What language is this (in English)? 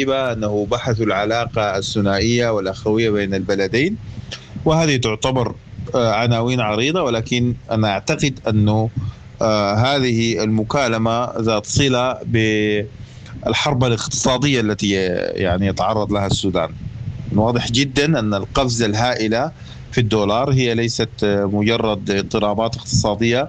Sudanese Arabic